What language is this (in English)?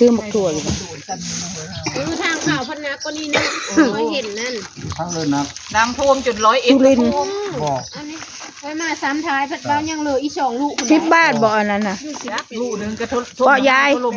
Northeastern Thai